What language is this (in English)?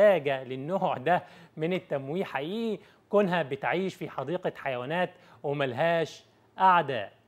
Egyptian Arabic